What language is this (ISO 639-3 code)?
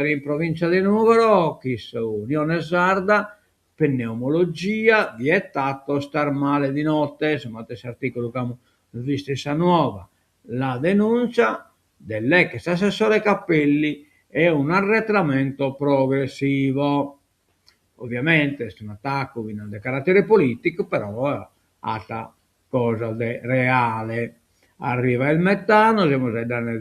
srd